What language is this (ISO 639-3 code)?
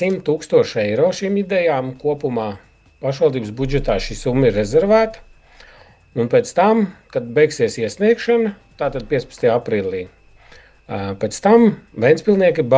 lav